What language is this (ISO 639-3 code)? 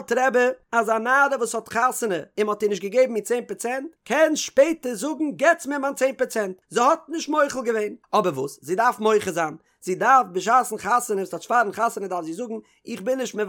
yid